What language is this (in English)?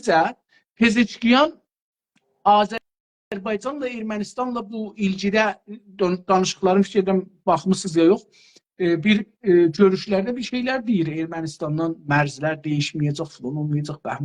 South Azerbaijani